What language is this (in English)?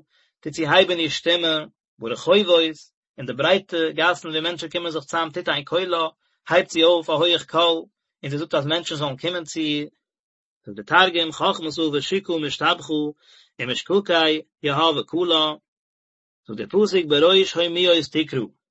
Yiddish